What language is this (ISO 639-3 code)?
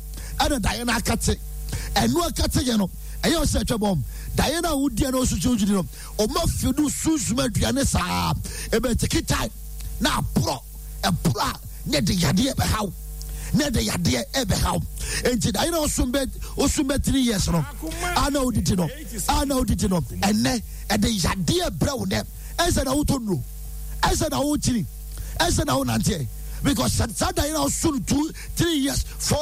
aka